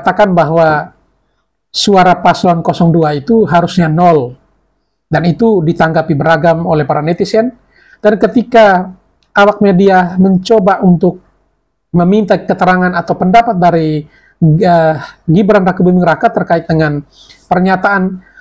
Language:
Indonesian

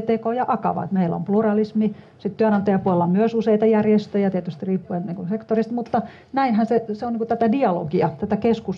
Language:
Finnish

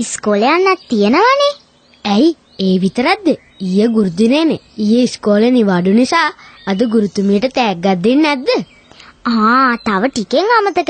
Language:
Sinhala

